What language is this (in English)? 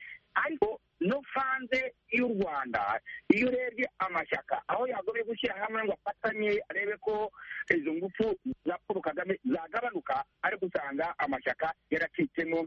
Kinyarwanda